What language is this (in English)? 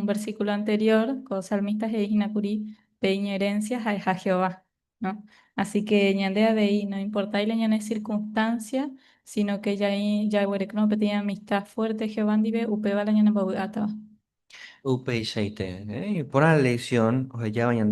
Guarani